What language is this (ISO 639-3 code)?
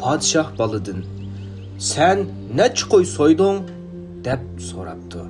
uig